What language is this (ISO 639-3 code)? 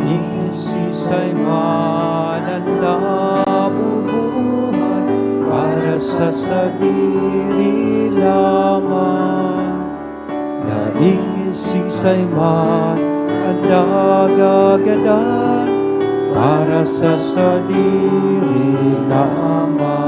bik